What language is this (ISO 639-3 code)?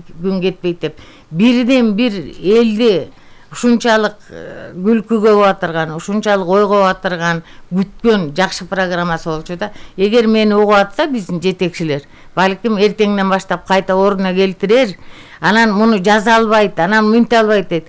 kir